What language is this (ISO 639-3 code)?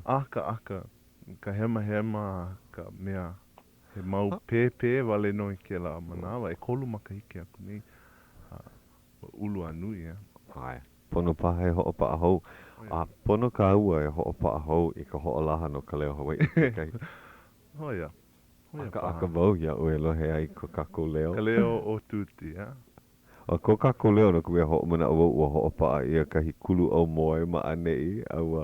haw